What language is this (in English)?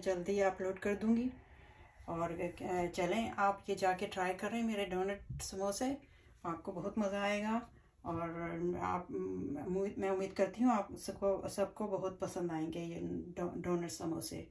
Hindi